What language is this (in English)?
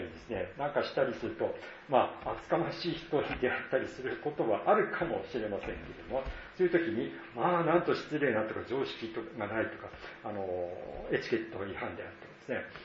Japanese